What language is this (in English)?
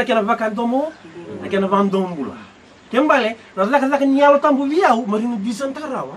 Fijian